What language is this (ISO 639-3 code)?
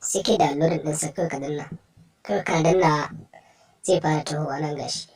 hau